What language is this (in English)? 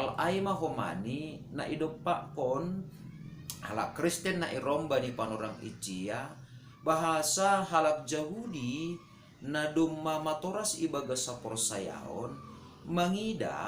Batak Simalungun